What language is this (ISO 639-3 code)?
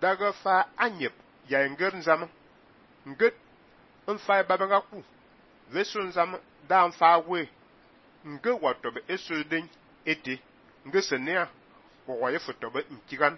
fan